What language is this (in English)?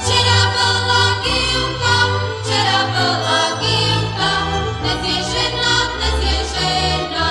Rusyn